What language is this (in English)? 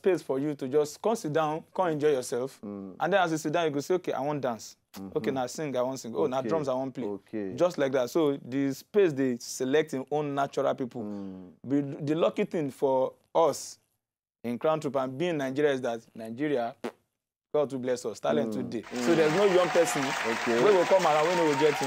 Nigerian Pidgin